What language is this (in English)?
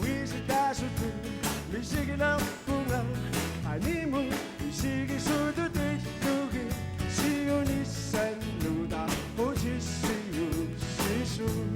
Kalaallisut